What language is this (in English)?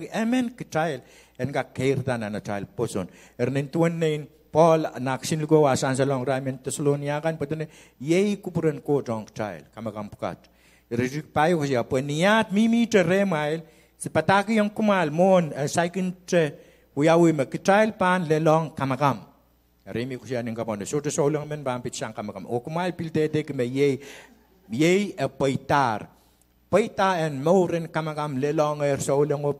Pohnpeian